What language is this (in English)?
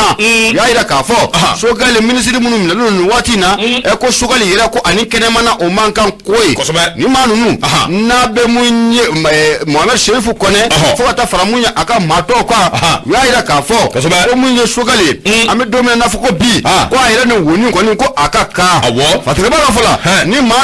Bambara